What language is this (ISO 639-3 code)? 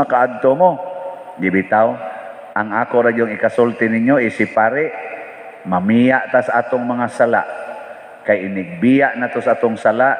ceb